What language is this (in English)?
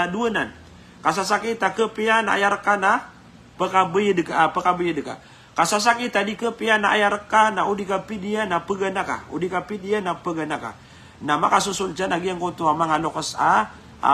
Maranao